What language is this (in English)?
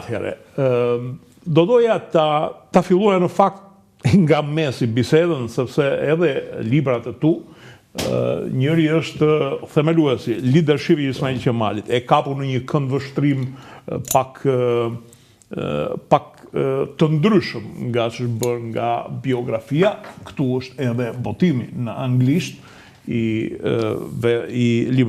Albanian